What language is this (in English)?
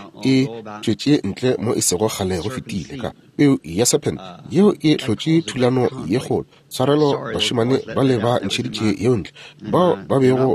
Northern Sotho